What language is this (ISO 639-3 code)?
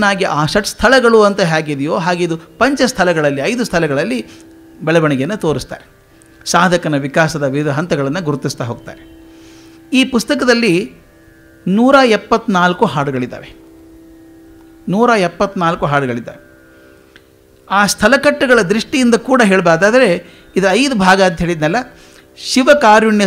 kan